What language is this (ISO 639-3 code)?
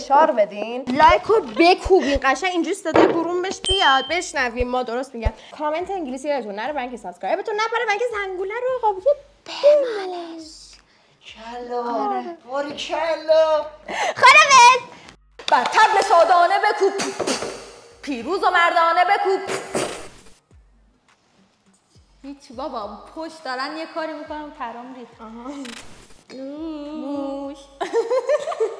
fas